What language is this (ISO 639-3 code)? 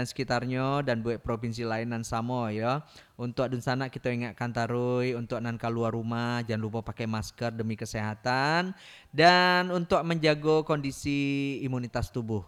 min